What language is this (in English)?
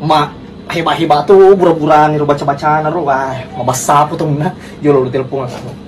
Buginese